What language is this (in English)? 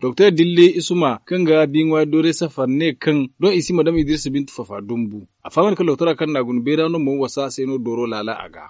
Zarma